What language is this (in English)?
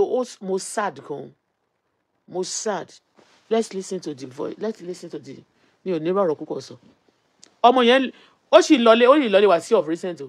Yoruba